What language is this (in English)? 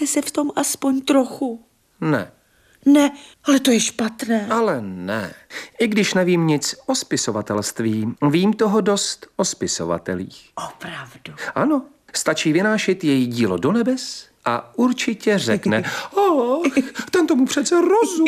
Czech